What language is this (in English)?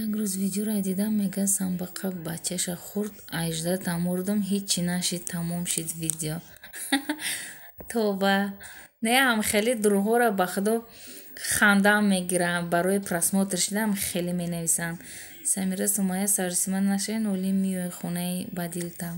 Tajik